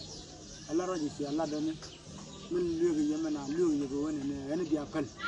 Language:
Nuer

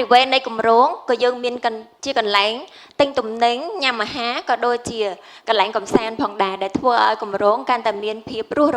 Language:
Khmer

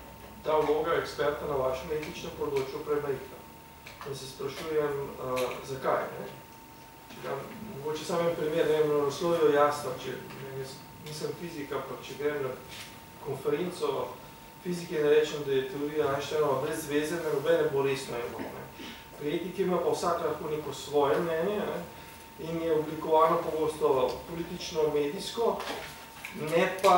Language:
Slovenian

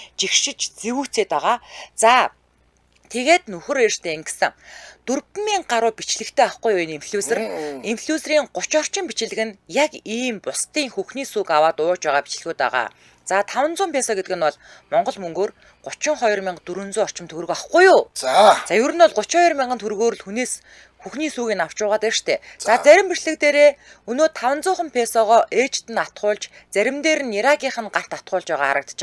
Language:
Mongolian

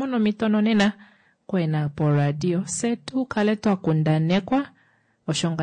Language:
Kuanyama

